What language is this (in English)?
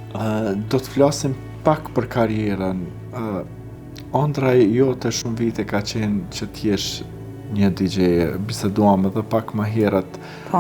Albanian